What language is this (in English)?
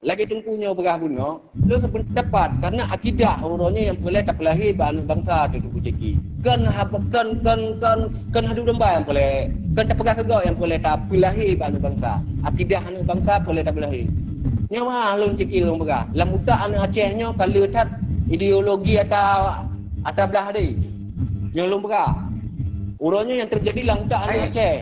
Achinese